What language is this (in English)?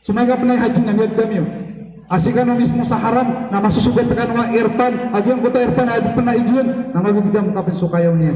Maranao